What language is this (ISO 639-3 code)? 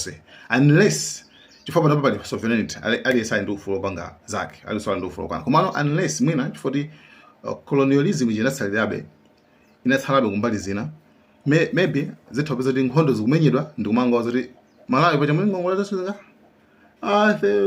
nya